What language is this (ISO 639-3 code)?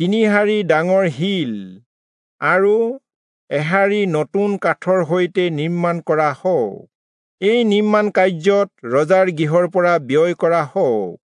asm